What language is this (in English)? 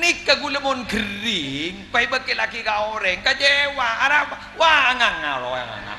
Madurese